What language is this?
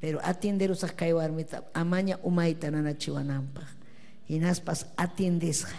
Ayacucho Quechua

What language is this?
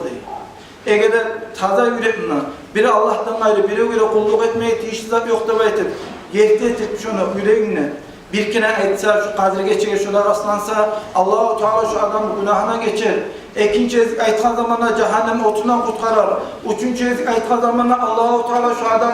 Kumyk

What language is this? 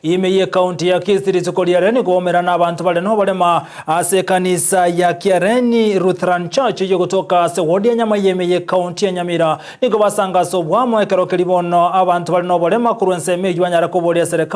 Gusii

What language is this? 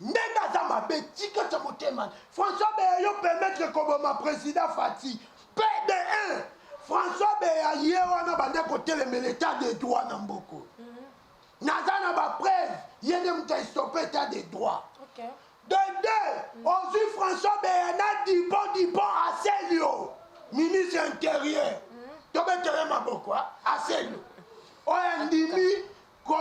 Lingala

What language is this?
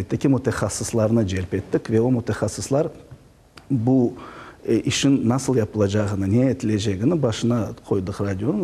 Crimean Tatar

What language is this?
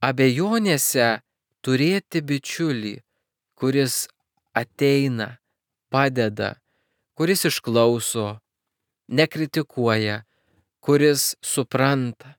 Lithuanian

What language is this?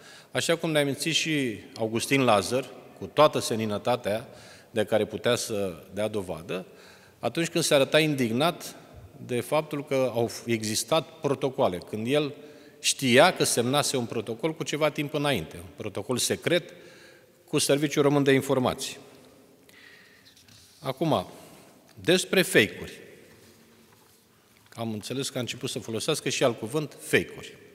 Romanian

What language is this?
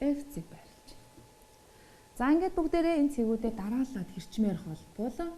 Mongolian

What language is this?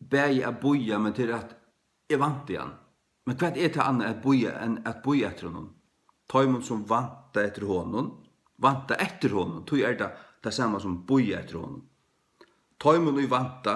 Faroese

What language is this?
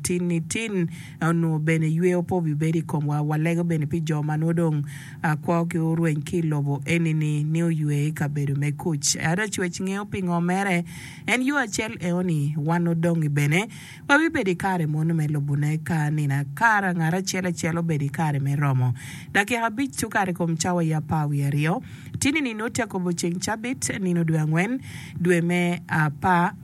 Acoli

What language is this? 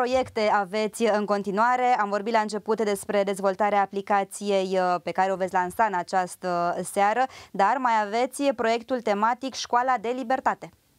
Romanian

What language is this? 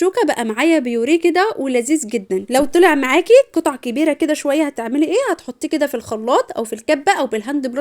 Egyptian Arabic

